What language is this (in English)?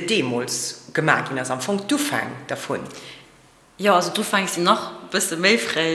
Luxembourgish